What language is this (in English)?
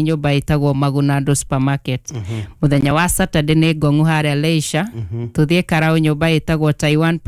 Kikuyu